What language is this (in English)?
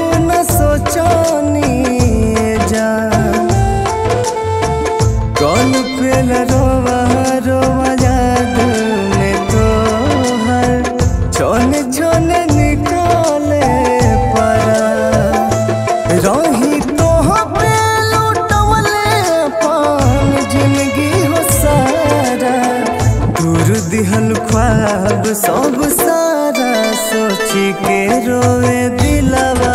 Bhojpuri